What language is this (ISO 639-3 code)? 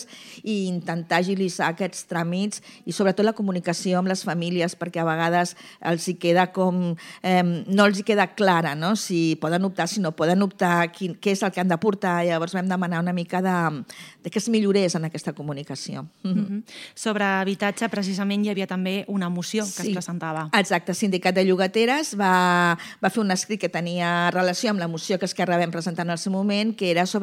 cat